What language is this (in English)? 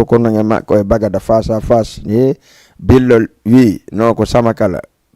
Fula